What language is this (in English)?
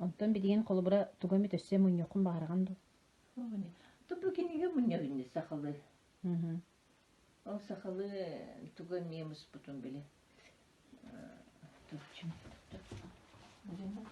Yakut